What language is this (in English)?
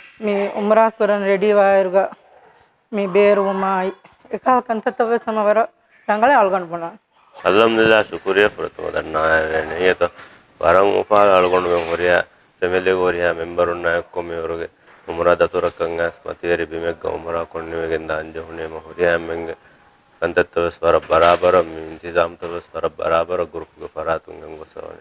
Divehi